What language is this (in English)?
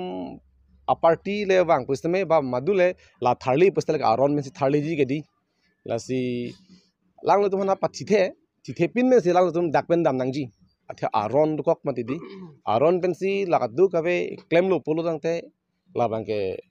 Karbi